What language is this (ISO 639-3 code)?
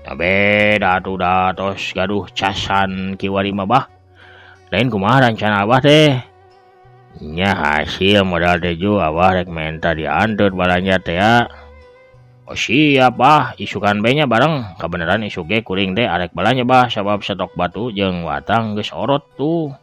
sun